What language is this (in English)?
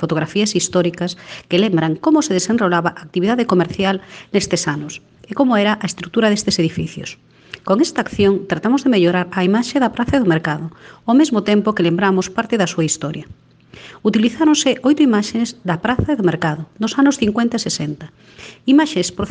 Galician